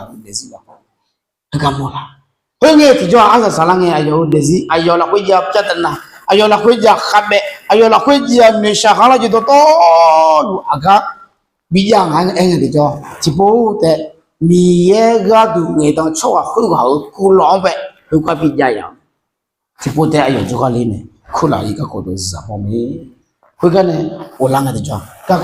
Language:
Akha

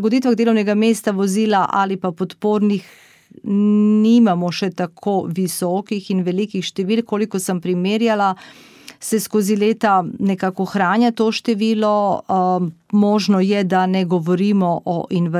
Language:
Slovenian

